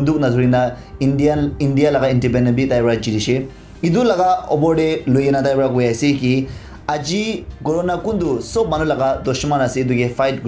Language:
Naga Pidgin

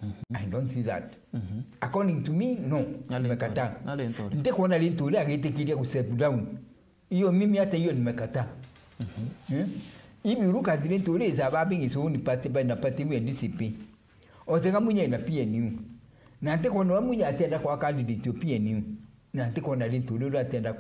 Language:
Meru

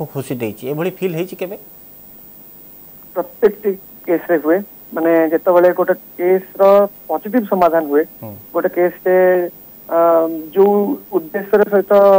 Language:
Odia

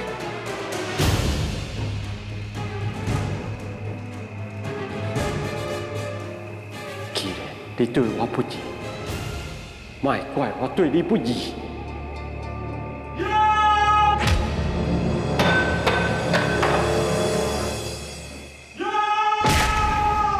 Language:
Min Nan Chinese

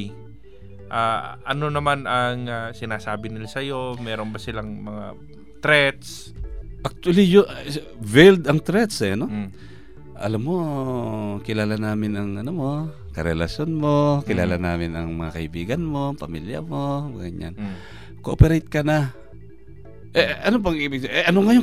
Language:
Filipino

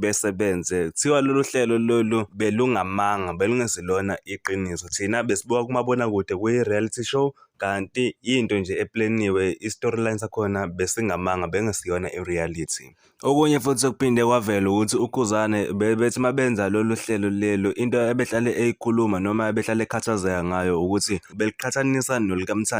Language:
Zulu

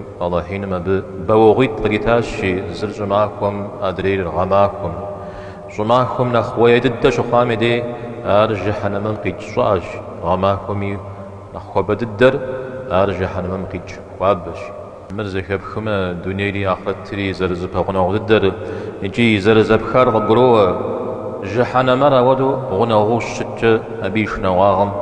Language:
Kabardian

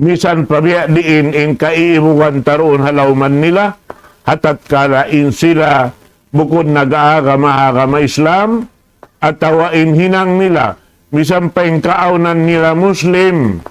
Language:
Tausug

